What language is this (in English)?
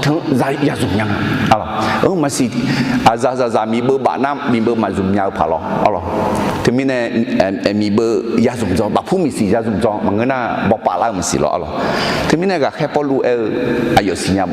Akha